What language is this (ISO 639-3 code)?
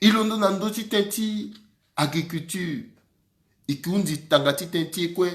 sag